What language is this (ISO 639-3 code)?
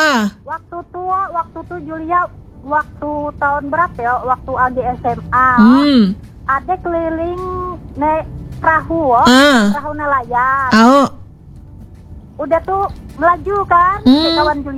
ind